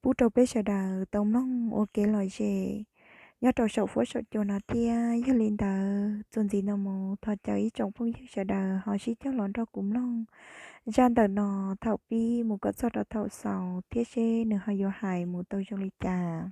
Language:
Hmong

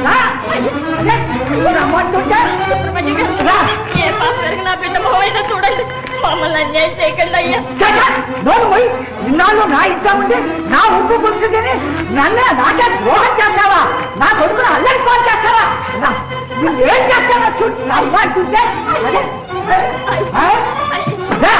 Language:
Telugu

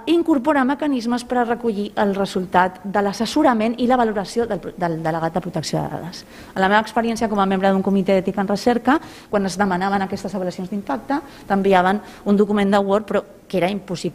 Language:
Catalan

